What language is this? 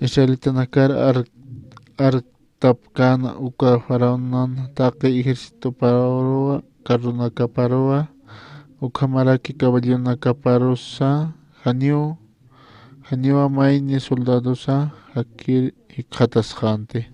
Aymara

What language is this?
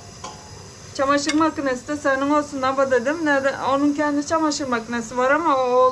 Turkish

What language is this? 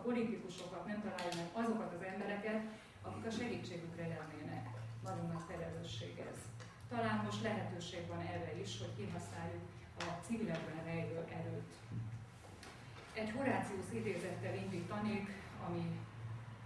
Hungarian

